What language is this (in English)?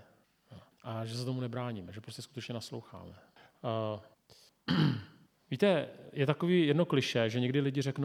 Czech